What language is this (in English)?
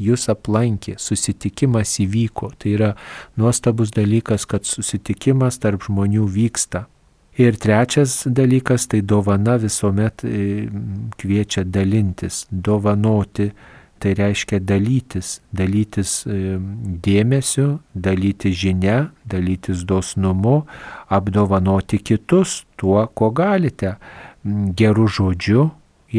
Lithuanian